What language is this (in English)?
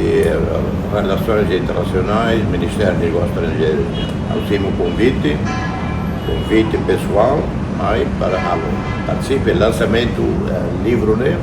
Tetum